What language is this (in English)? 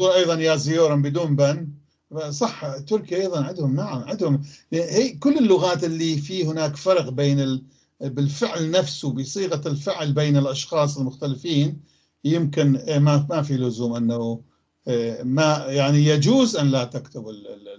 North Levantine Arabic